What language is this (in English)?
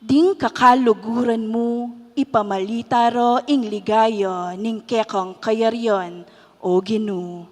Pampanga